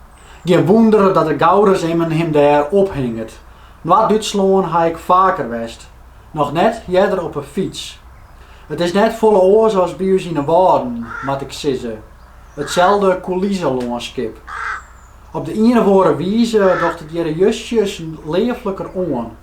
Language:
Western Frisian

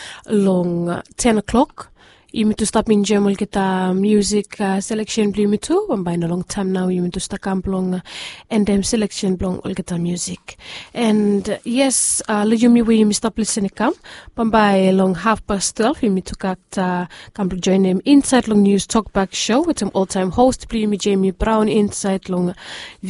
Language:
Bislama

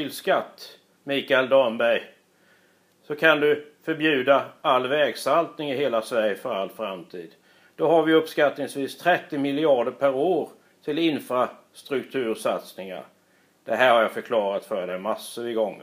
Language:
Swedish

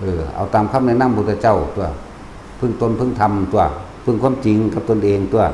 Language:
Northeastern Thai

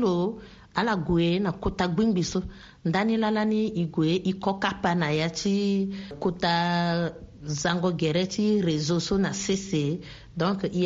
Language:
Sango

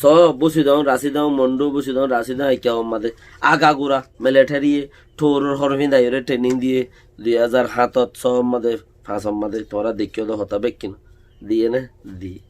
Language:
Rohingya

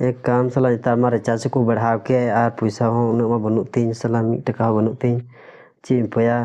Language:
Santali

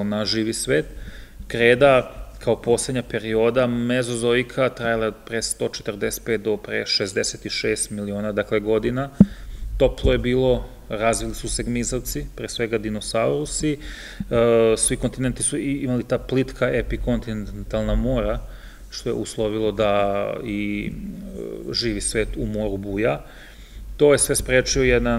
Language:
Serbian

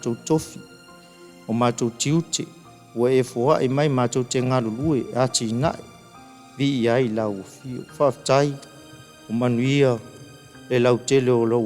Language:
Samoan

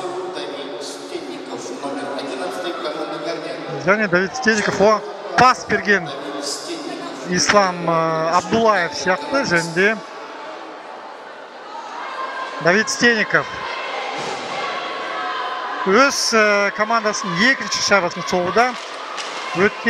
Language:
Kazakh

